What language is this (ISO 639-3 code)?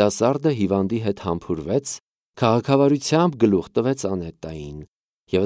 hye